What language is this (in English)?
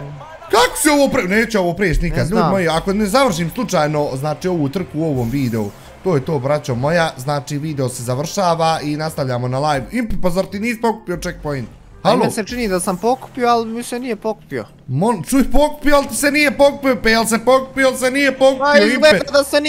Bosnian